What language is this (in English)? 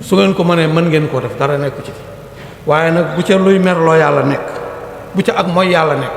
Wolof